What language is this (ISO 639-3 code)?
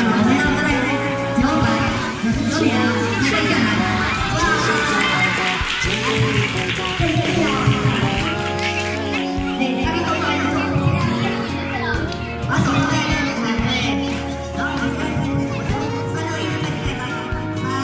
zho